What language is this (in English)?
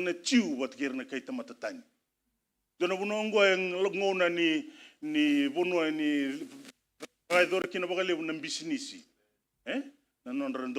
Fijian